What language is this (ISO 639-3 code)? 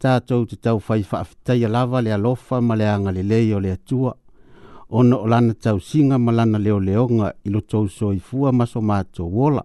smo